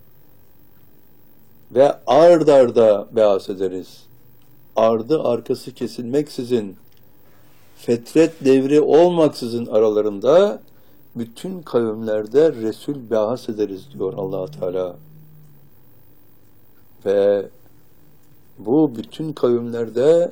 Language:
Turkish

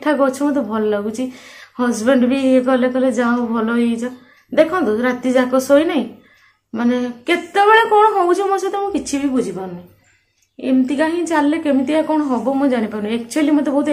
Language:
Odia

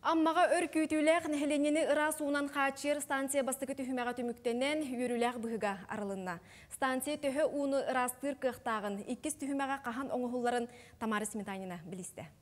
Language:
Yakut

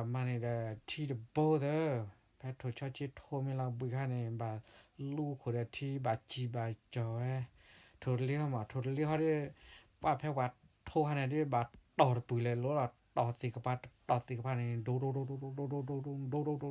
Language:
S'gaw Karen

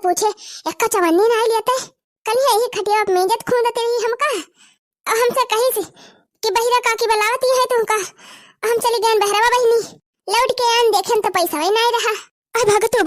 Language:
Awadhi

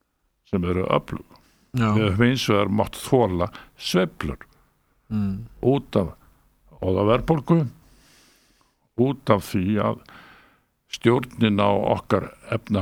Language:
Icelandic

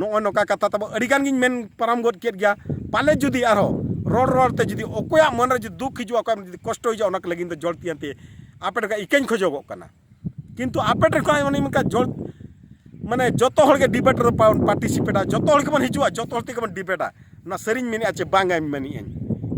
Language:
Santali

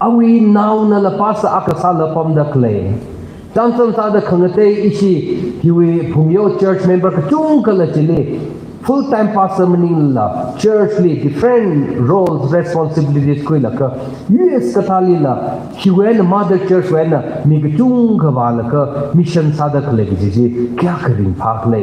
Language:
Tangkhul Naga (India)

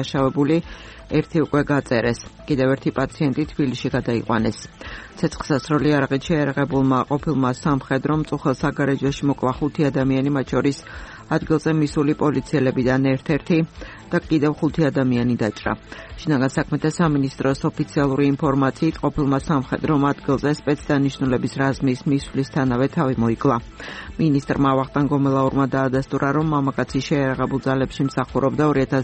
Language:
Georgian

